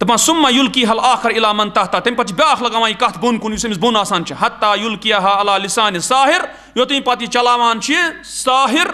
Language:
Kashmiri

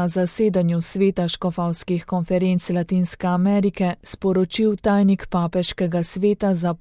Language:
Slovenian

